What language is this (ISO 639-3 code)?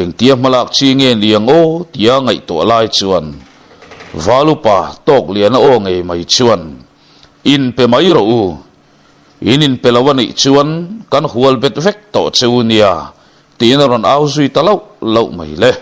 lus